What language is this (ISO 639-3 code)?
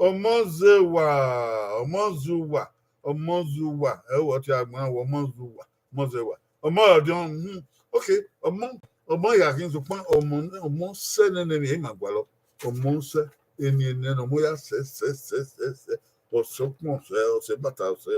bin